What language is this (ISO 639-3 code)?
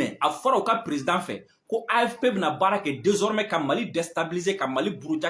bam